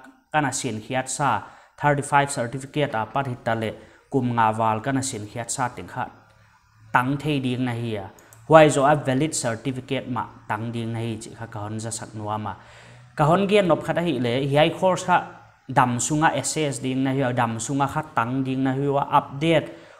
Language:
Paite Chin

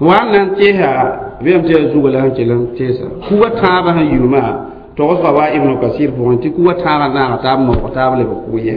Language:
Mossi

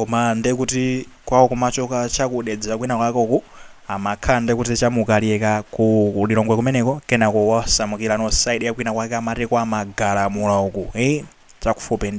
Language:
Nyanja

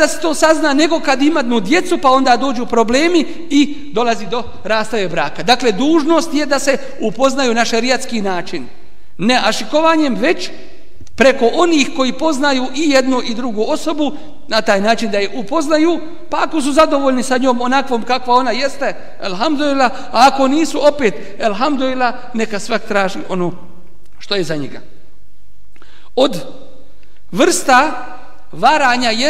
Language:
Bosnian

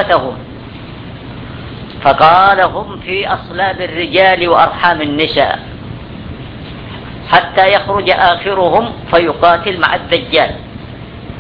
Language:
Arabic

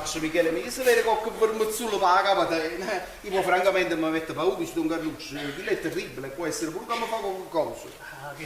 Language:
Neapolitan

